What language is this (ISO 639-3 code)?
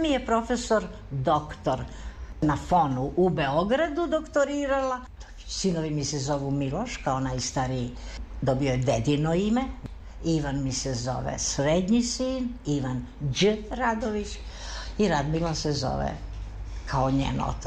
srp